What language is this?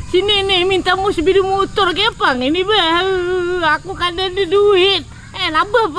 Banjar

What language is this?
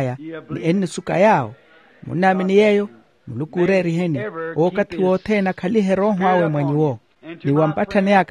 Makhuwa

